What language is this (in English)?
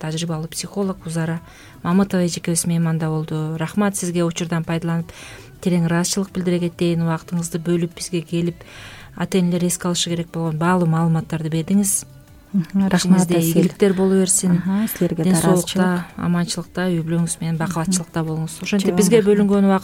Kyrgyz